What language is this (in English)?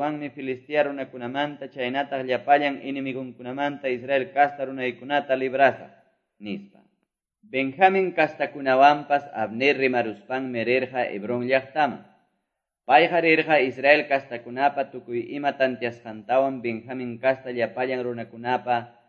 Quechua